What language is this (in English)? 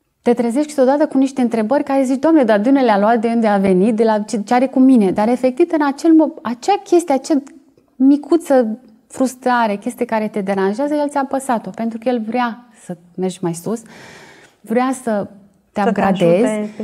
Romanian